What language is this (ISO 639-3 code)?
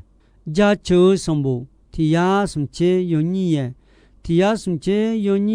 ahk